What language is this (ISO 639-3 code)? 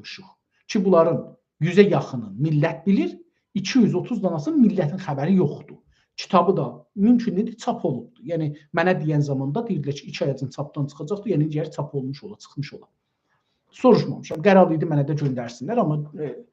azb